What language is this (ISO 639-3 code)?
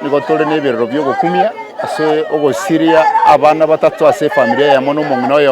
guz